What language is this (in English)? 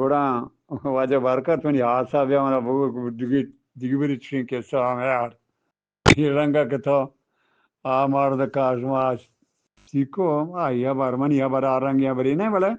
Eastern Balochi